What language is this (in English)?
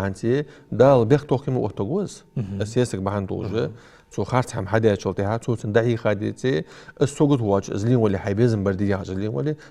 Ingush